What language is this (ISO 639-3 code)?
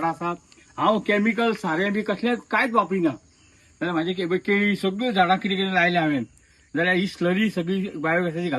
kok